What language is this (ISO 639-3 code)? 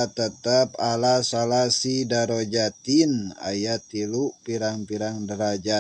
sun